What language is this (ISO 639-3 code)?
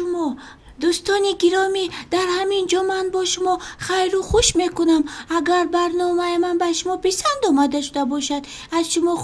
tgk